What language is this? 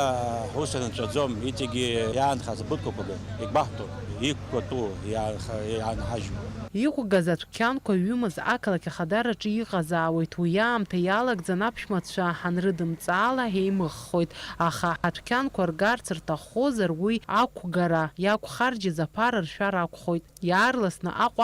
Abkhazian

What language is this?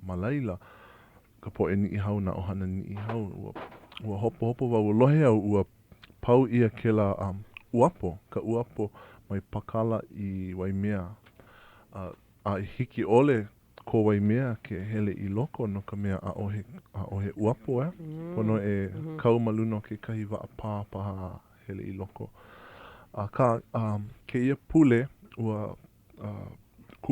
Hawaiian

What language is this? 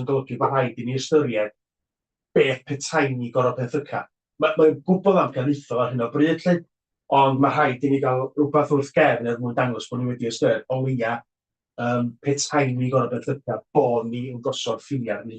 Welsh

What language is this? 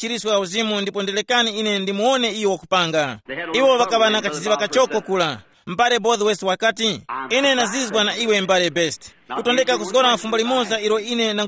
Tumbuka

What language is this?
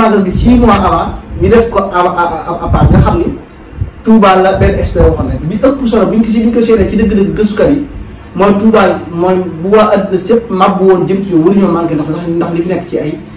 Wolof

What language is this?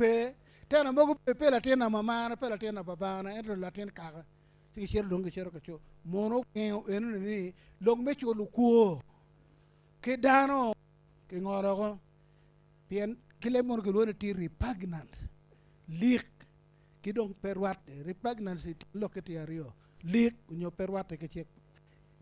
Acoli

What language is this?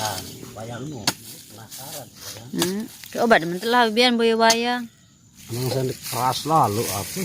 Sasak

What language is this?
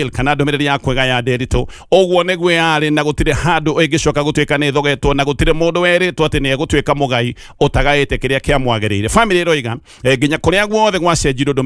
Kikuyu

